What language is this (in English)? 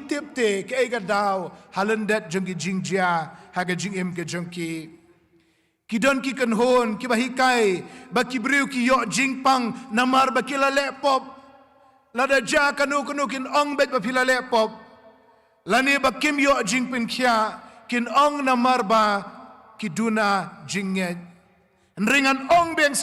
Khasi